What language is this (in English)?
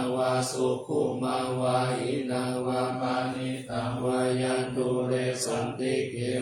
Pali